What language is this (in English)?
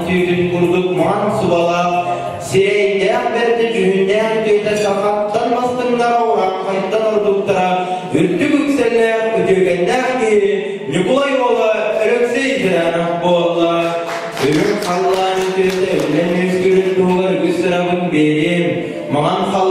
Yakut